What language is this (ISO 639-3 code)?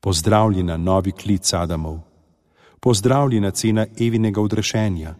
slv